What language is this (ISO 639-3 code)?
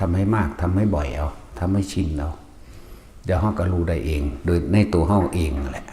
tts